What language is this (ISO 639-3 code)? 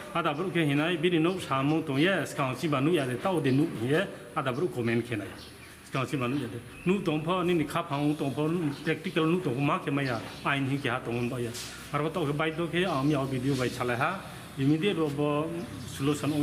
ria